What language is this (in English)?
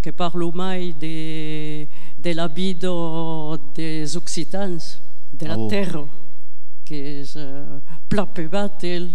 Occitan